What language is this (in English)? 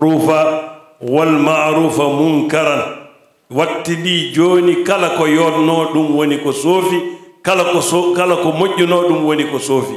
Fula